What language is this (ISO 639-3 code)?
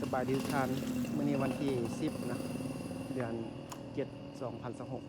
lao